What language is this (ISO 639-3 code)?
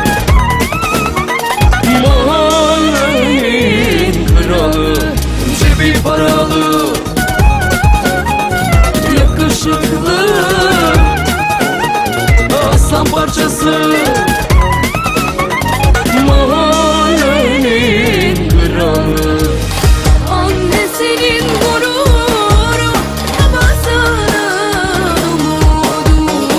tur